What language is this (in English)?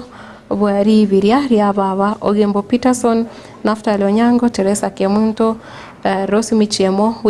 Gusii